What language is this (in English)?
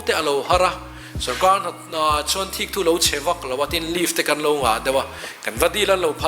Mizo